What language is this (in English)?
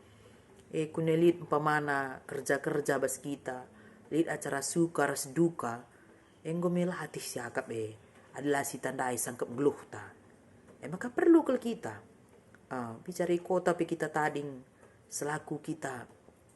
Batak Karo